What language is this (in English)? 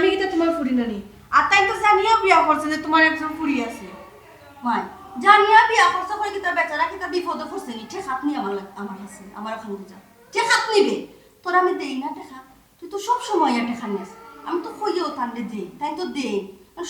Sylheti